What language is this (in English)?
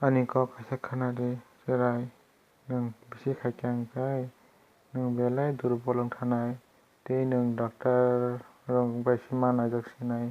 Kok Borok